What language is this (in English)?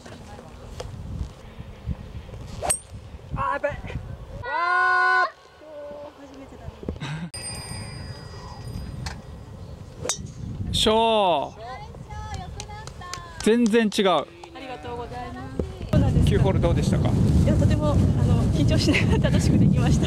Japanese